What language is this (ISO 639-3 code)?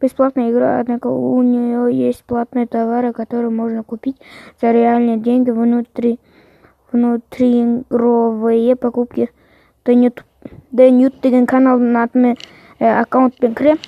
kaz